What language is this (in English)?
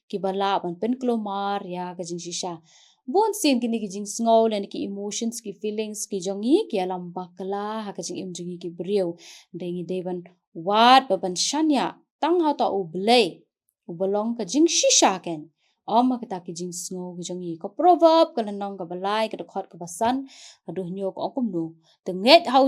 Khasi